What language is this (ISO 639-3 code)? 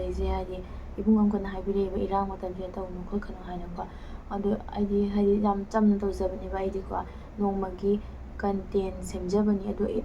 mni